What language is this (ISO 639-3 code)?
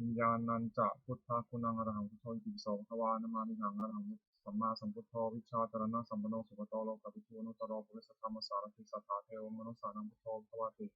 pli